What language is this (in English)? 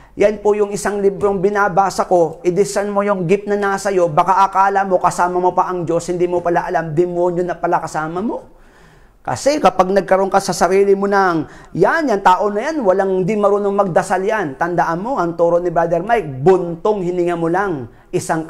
Filipino